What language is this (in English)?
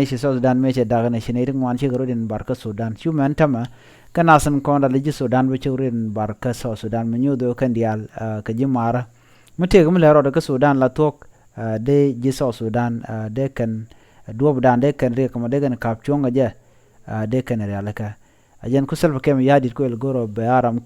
Nuer